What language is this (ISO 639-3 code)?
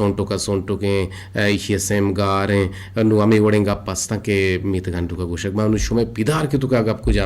bgp